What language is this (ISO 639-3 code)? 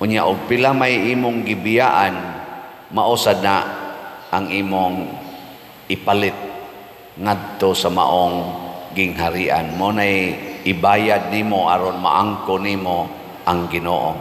ceb